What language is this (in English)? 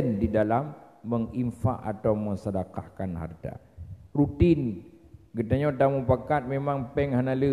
Achinese